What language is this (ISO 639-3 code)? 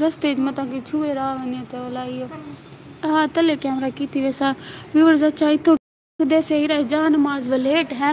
skr